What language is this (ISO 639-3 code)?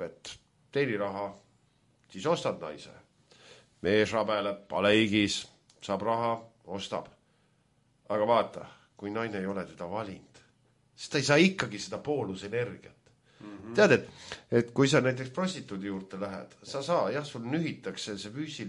est